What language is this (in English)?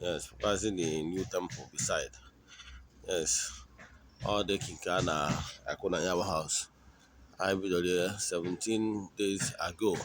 Igbo